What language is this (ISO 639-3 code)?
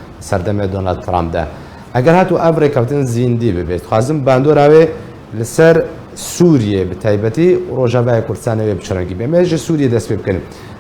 kur